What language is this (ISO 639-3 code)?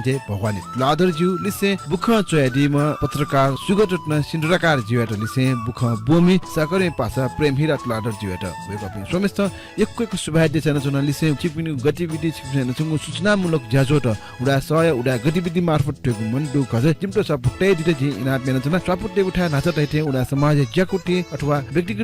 new